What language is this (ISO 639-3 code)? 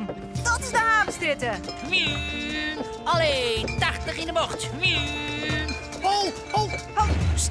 fry